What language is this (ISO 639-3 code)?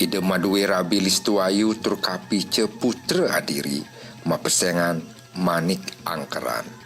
ban